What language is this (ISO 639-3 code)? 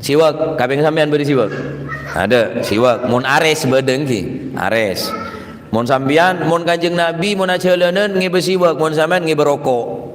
mad